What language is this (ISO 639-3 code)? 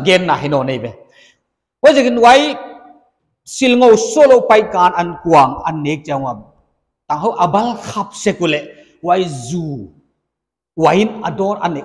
pck